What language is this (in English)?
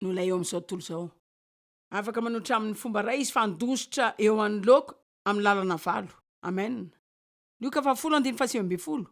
Malagasy